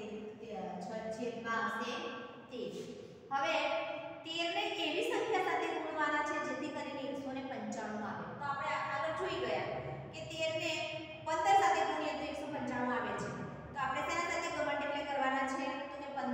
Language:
Gujarati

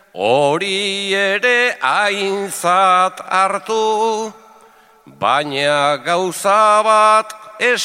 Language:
Basque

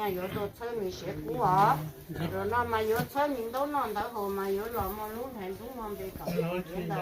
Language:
Hmong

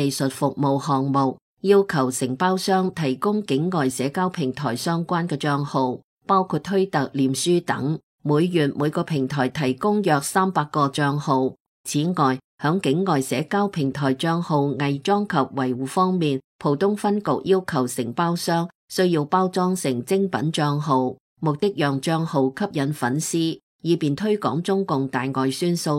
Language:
Cantonese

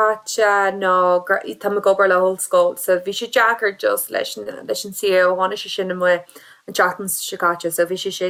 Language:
Irish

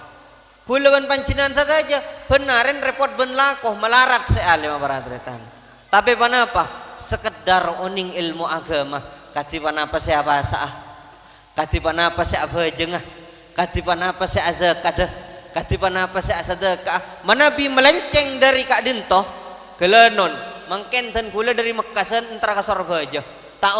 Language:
Madurese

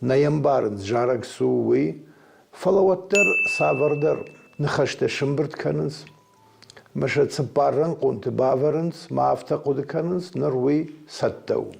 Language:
Ossetic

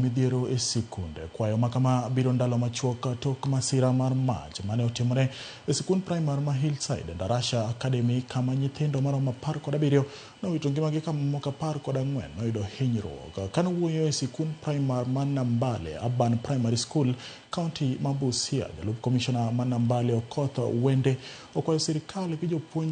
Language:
Luo (Kenya and Tanzania)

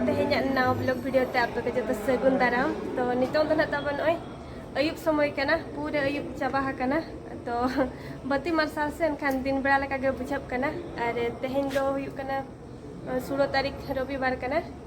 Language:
Santali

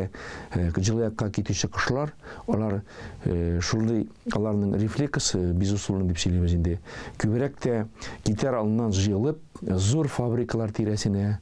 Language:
Tatar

